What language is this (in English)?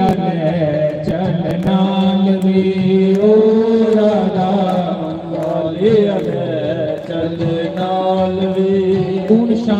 Dogri